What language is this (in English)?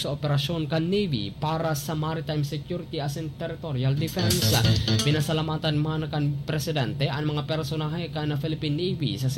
Bikol